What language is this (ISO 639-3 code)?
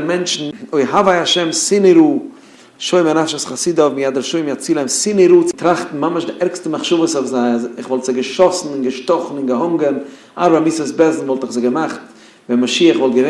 yid